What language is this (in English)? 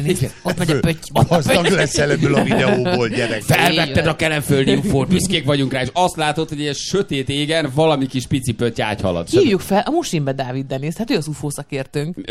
Hungarian